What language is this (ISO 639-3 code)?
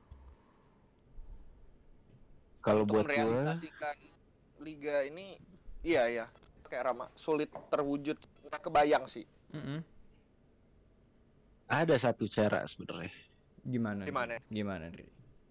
ind